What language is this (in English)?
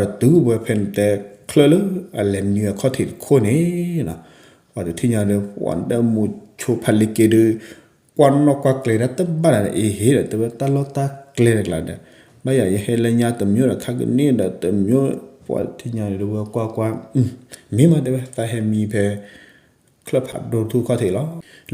S'gaw Karen